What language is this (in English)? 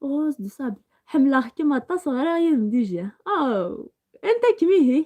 Algerian Arabic